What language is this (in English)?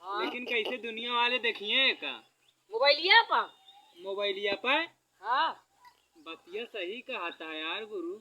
Awadhi